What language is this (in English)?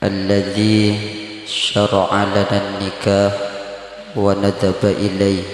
Madurese